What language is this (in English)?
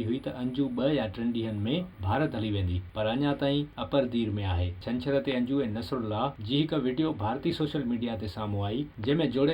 Sindhi